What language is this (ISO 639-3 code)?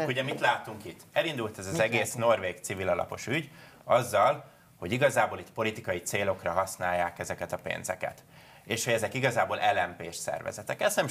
hun